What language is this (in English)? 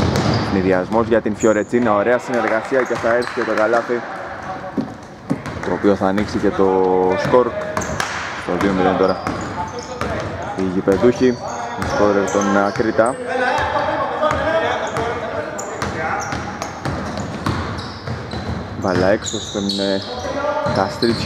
Greek